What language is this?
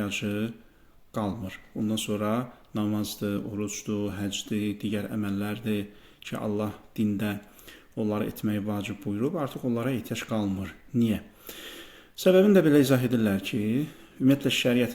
Azerbaijani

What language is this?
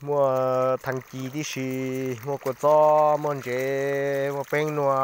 Hmong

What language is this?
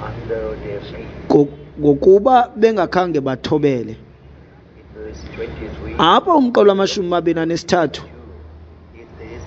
Xhosa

